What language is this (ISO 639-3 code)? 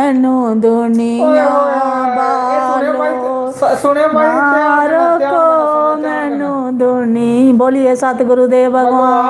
doi